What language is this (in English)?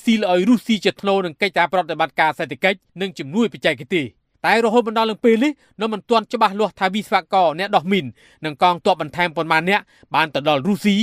Khmer